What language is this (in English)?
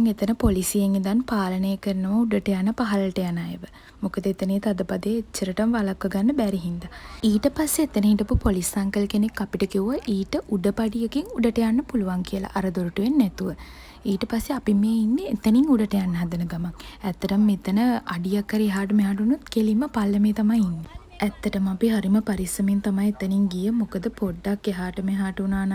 Sinhala